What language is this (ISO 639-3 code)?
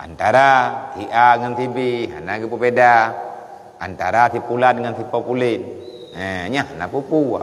ace